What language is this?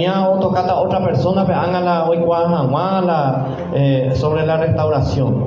Guarani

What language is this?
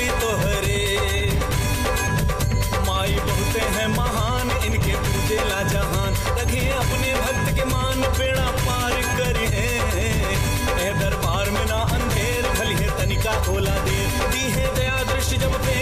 Bhojpuri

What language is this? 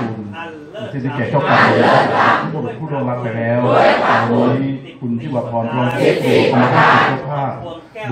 Thai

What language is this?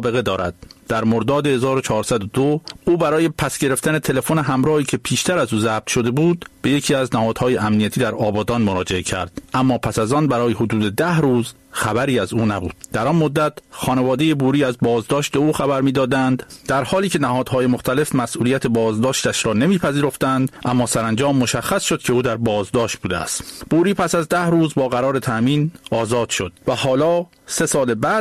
Persian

